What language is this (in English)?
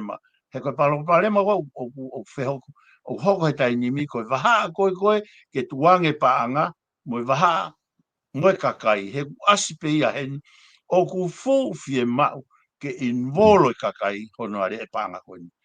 Tongan